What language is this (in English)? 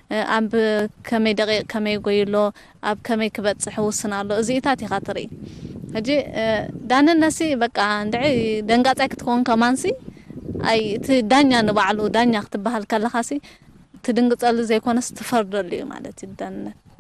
Tigrinya